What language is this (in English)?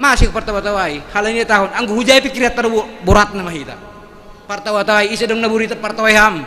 Batak Simalungun